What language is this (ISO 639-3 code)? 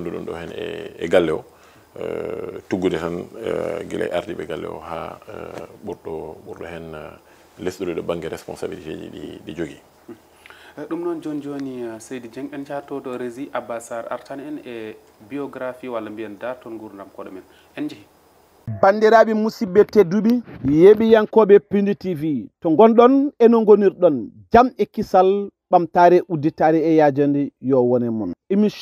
ful